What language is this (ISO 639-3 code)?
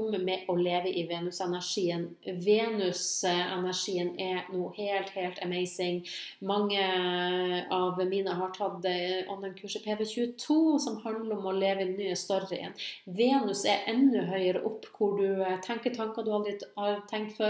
nor